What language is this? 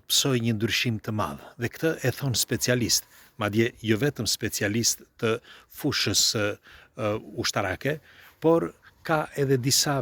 Albanian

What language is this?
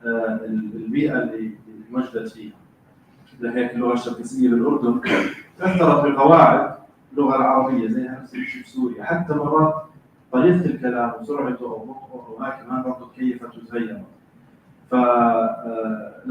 North Levantine Arabic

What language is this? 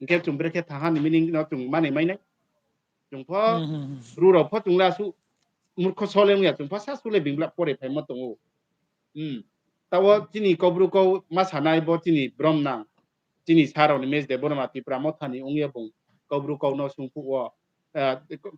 Riang (India)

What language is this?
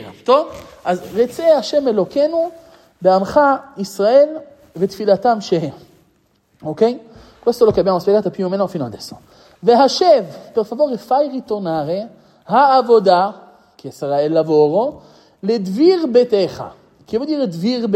Italian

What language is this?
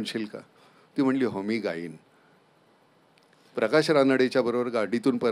Marathi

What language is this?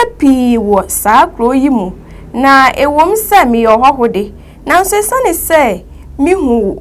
Akan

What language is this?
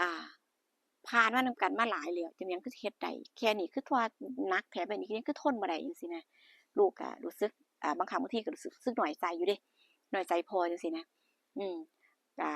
Northeastern Thai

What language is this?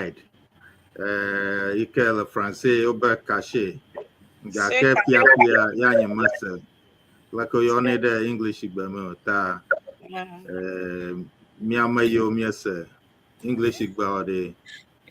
Ewe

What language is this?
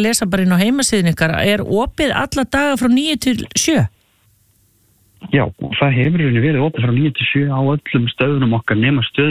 Icelandic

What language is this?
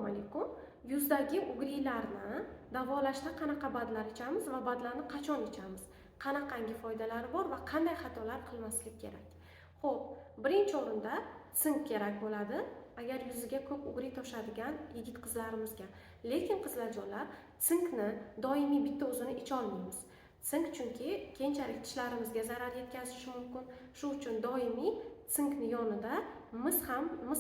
Uzbek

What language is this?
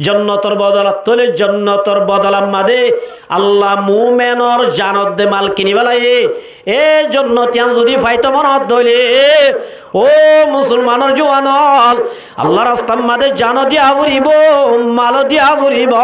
Rohingya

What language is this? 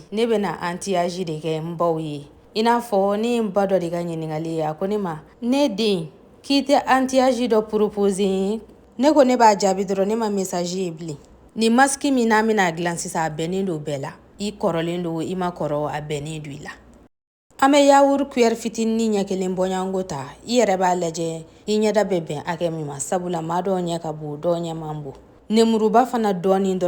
Bambara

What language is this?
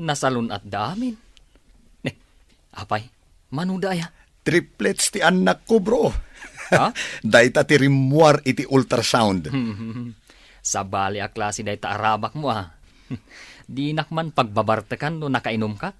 Iloko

